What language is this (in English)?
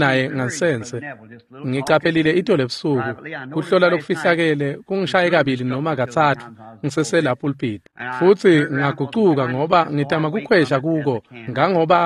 Swati